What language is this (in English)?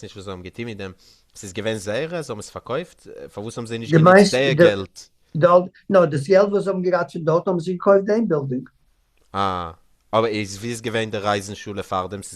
Yiddish